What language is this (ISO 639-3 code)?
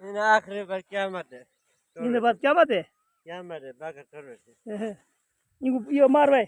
skr